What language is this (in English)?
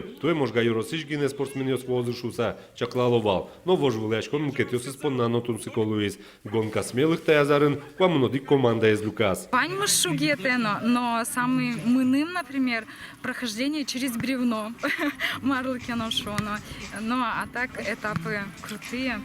Udmurt